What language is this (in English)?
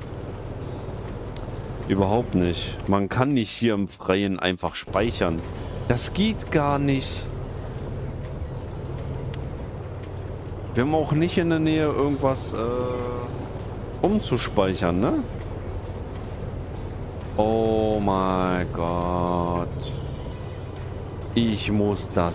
German